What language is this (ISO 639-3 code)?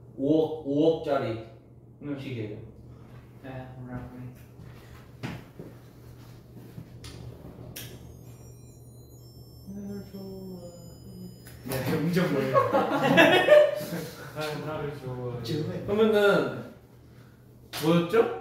kor